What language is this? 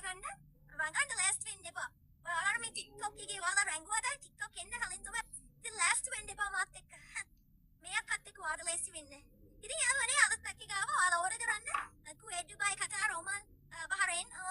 Sinhala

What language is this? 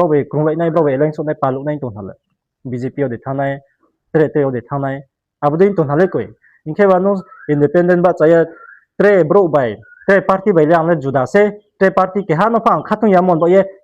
Riang (India)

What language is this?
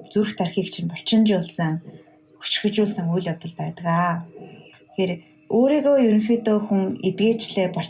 Mongolian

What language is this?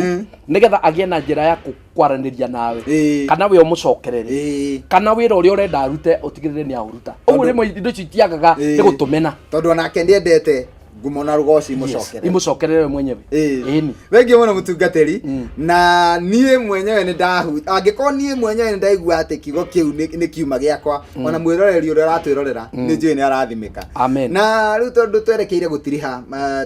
Kikuyu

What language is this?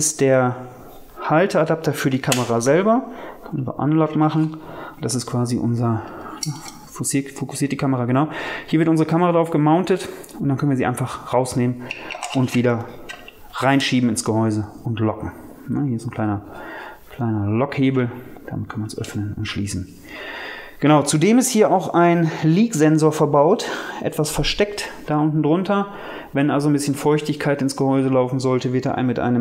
German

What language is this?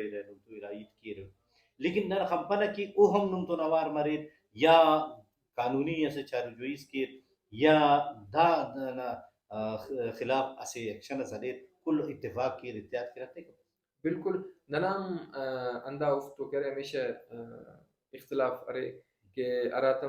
Brahui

